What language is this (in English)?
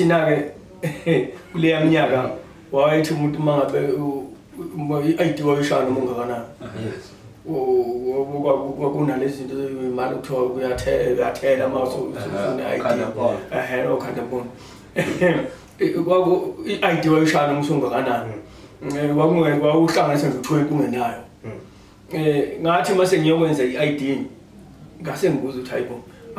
Zulu